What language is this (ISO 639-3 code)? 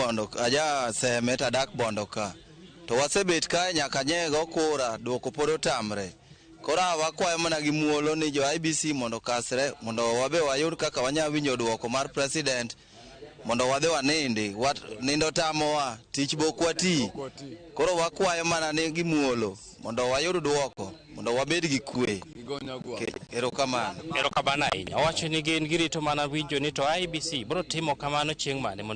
luo